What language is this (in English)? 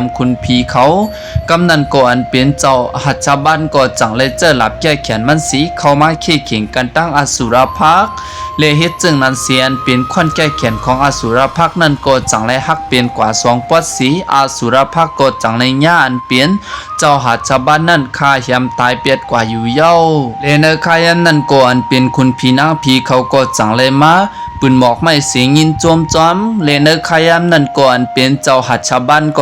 Shan